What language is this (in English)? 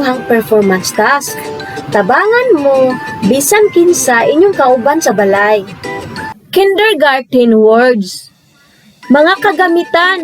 Cebuano